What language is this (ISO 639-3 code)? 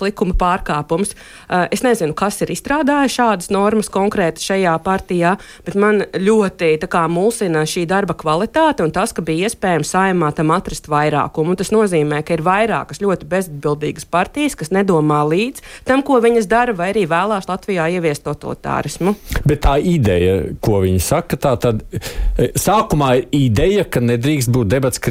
lav